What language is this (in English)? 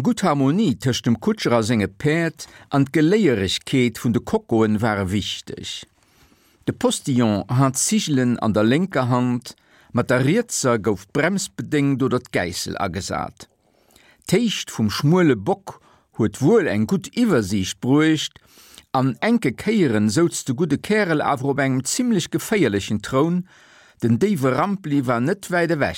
Luxembourgish